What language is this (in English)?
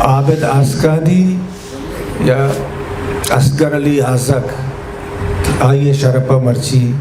Eastern Balochi